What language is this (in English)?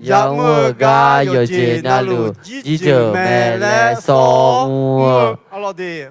Akha